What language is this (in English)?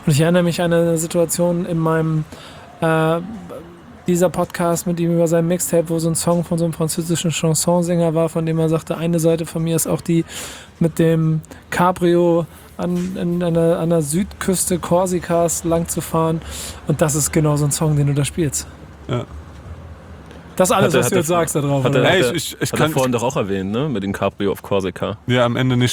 German